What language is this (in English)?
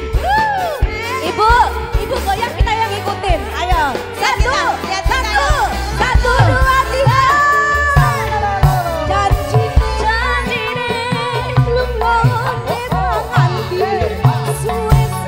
Indonesian